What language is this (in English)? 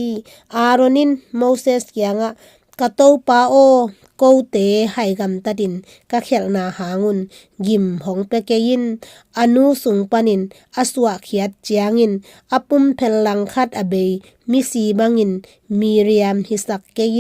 Tedim Chin